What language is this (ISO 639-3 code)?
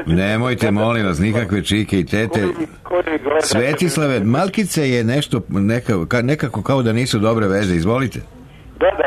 srp